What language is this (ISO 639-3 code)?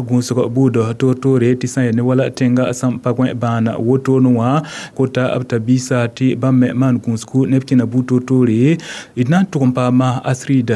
mos